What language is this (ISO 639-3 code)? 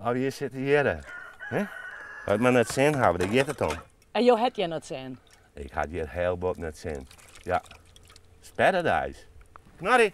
fry